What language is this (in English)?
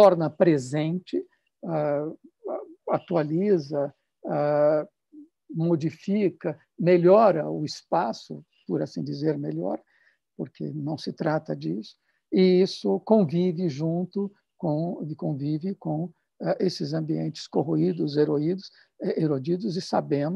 Portuguese